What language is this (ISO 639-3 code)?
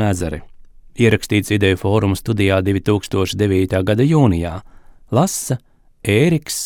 lav